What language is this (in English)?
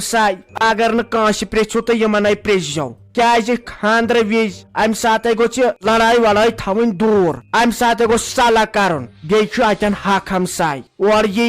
Kashmiri